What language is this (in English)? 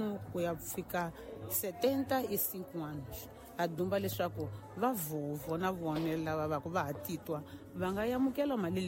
Tsonga